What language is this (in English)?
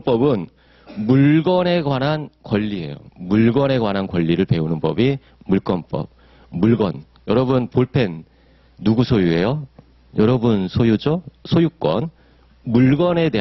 Korean